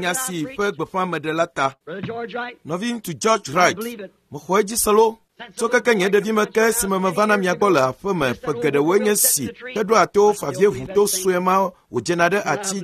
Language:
Ewe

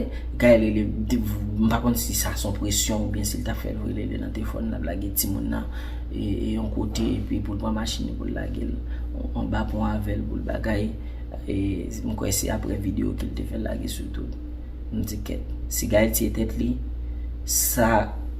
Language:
Haitian Creole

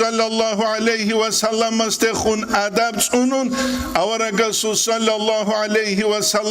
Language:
Avaric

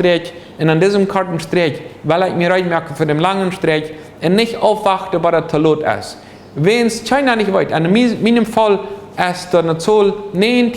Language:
Plautdietsch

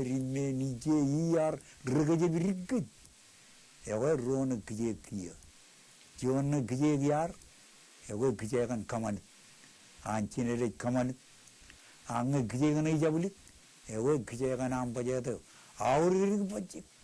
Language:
Marshallese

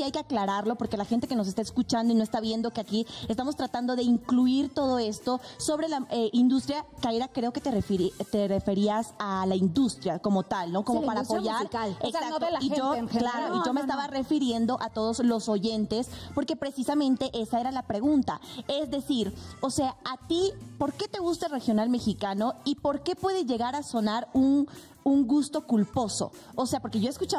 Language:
Spanish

